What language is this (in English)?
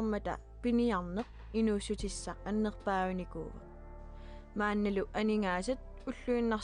Kalaallisut